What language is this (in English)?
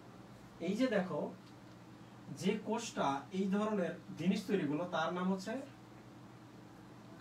Bangla